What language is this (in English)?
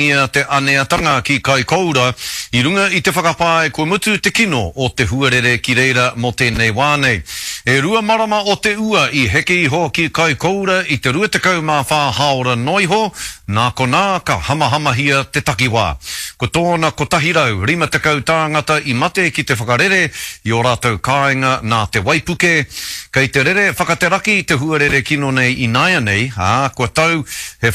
Māori